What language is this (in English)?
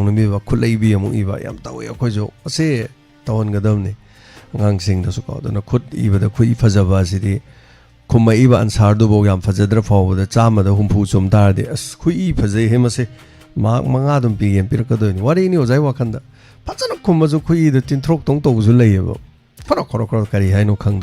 Manipuri